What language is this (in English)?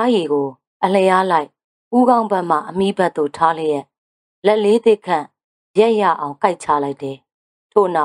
Burmese